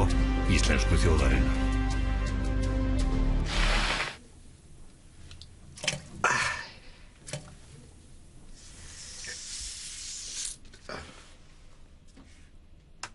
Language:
Icelandic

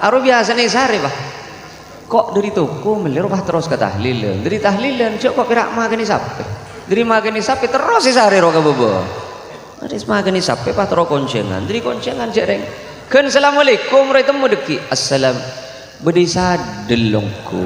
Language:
Madurese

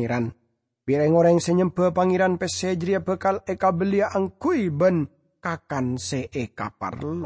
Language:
Madurese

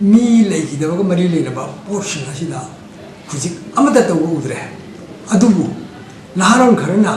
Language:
Manipuri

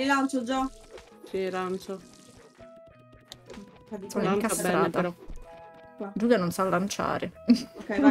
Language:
Italian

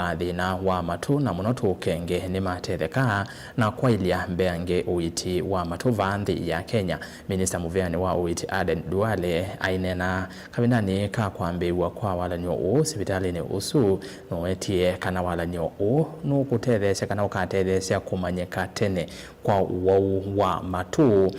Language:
Kamba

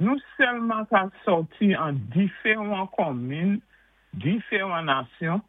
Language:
Saint Lucian Creole French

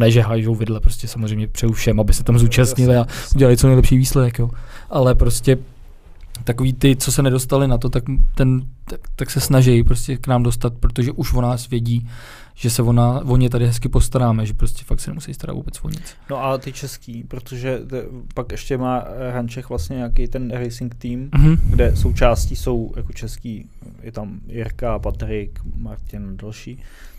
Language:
Czech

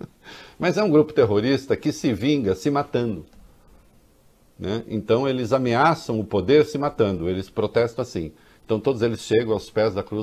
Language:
Portuguese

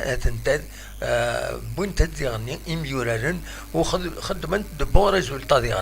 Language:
Kabyle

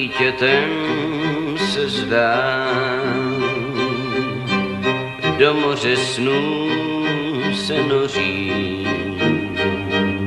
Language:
Czech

